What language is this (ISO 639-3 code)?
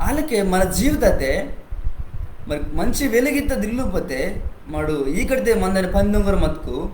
kff